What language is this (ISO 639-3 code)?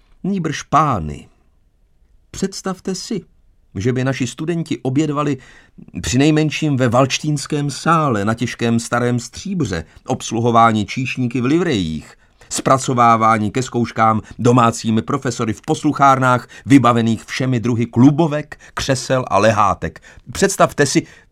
ces